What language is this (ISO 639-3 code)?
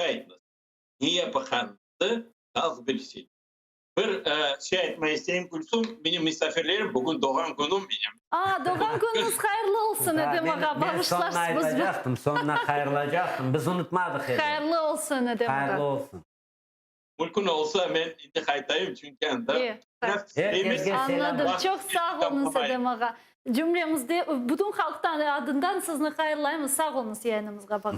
crh